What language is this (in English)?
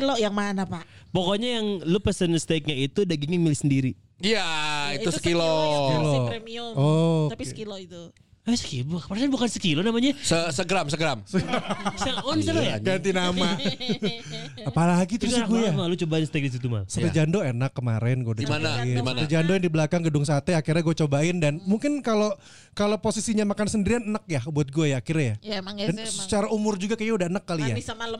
Indonesian